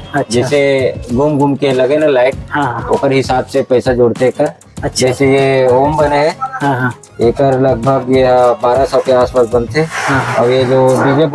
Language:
Chhattisgarhi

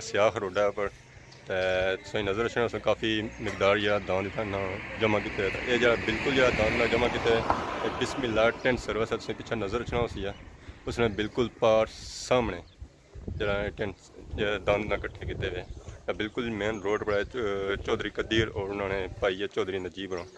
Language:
Pahari-Potwari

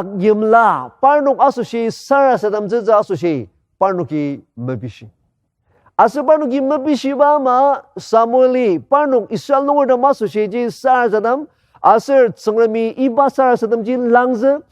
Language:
Ao Naga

